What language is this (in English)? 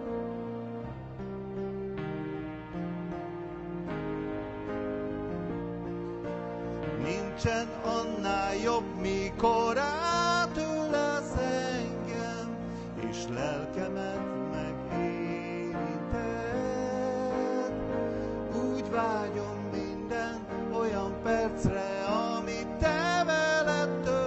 Hungarian